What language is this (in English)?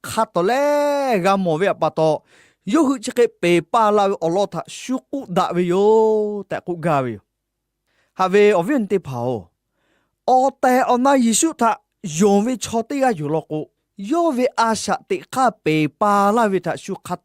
Lahu